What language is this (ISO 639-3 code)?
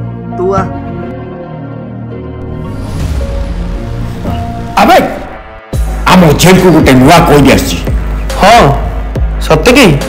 ori